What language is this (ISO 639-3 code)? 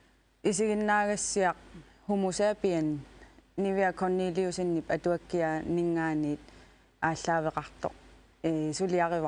kal